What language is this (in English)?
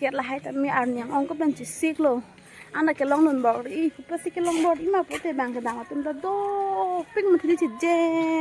Karbi